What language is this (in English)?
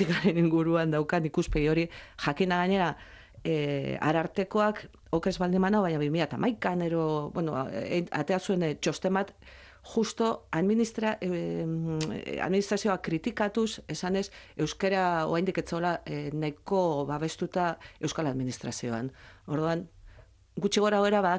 Basque